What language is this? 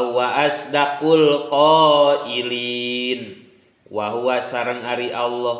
Sundanese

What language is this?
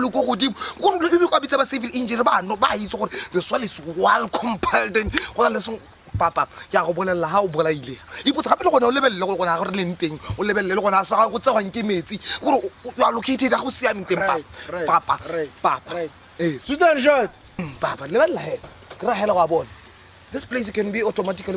Tswana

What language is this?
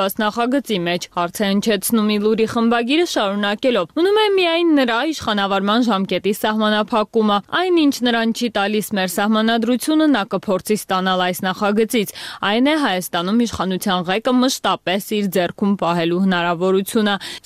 Armenian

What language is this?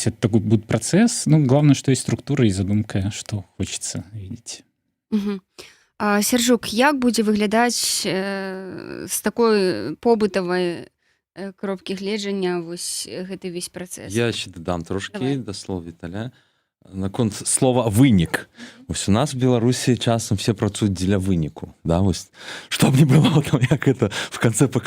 Belarusian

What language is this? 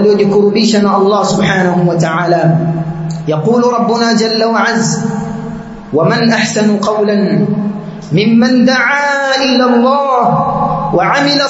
Swahili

